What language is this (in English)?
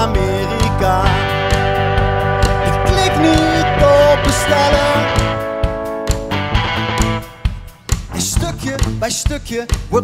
Dutch